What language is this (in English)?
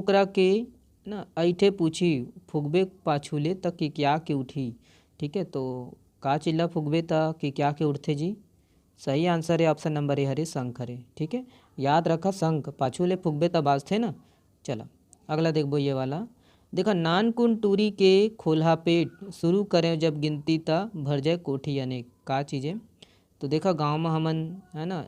Chhattisgarhi